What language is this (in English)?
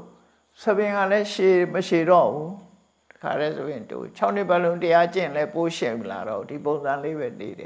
Burmese